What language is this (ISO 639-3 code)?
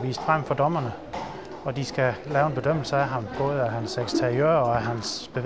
dan